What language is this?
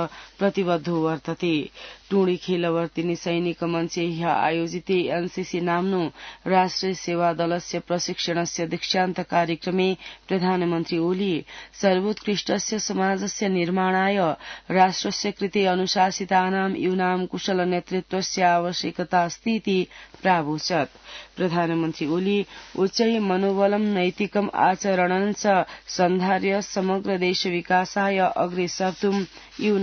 Sanskrit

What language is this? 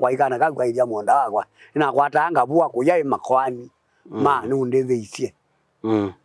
Kamba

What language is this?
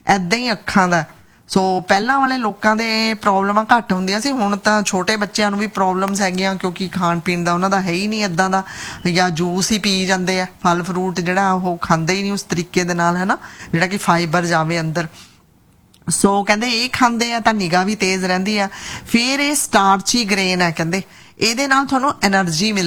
Punjabi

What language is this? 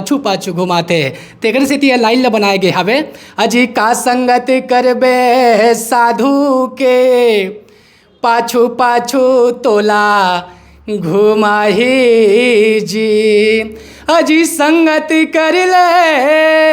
Chhattisgarhi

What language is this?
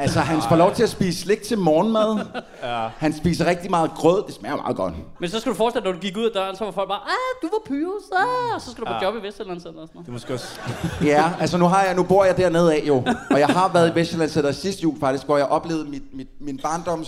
Danish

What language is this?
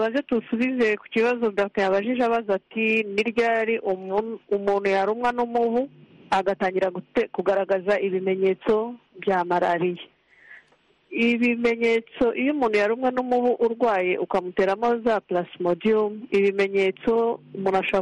Kinyarwanda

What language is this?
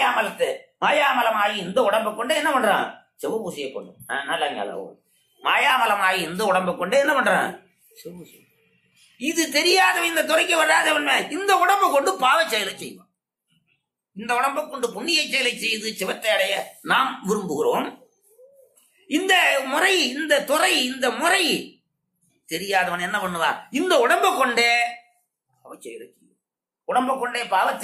Tamil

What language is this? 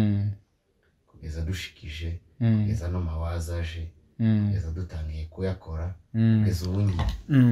Kinyarwanda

